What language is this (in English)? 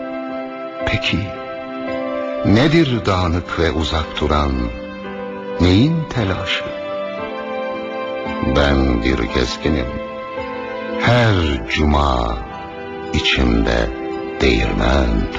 Turkish